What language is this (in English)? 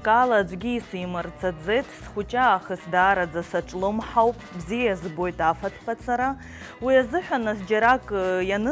Abkhazian